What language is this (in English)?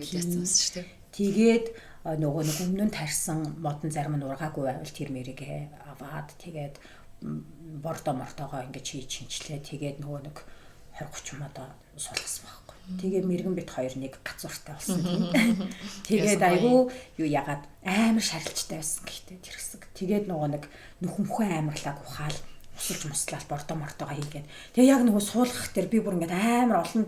Mongolian